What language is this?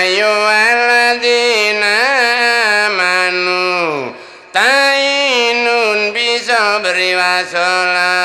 Javanese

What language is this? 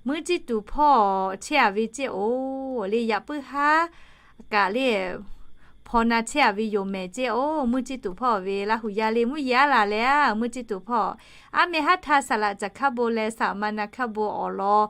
Lahu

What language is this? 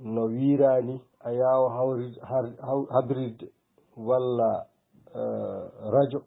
Fula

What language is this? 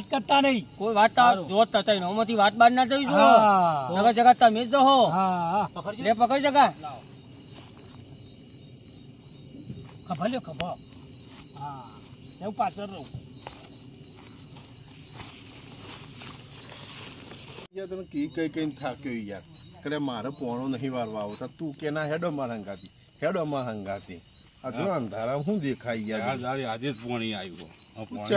Gujarati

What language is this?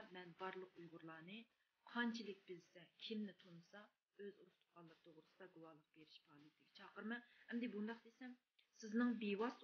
Uyghur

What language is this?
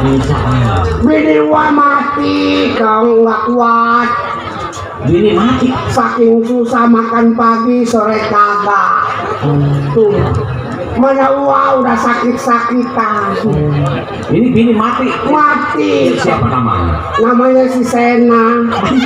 Betawi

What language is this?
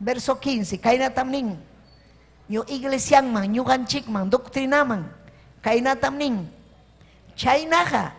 Ayacucho Quechua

